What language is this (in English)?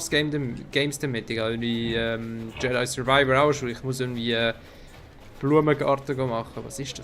Swiss German